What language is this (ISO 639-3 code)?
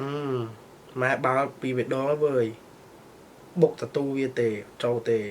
khm